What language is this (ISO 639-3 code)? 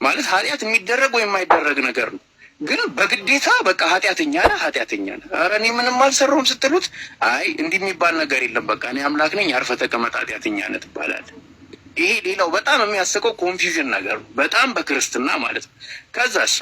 amh